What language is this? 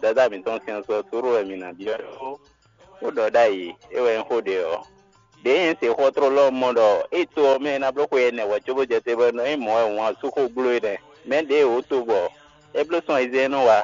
Fon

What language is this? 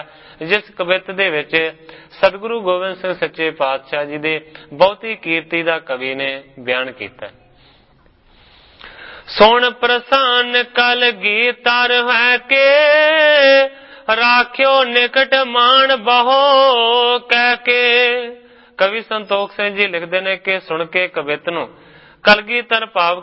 Punjabi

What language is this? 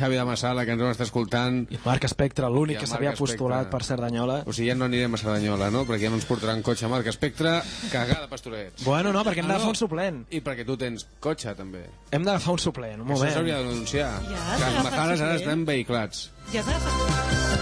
Catalan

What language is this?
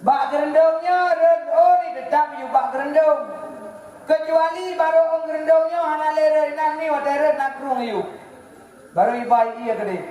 Achinese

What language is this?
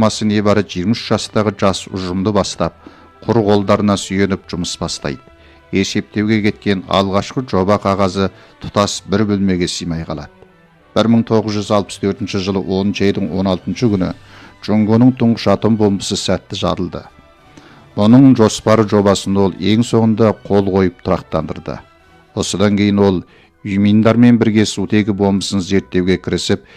Kazakh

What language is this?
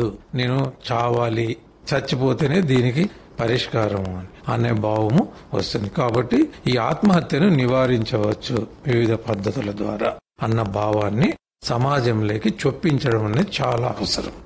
Telugu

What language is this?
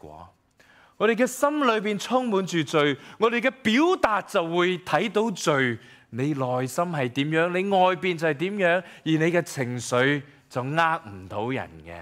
Cantonese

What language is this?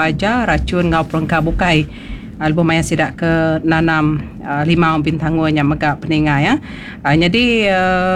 Iban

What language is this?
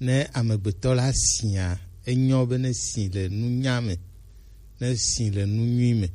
Gen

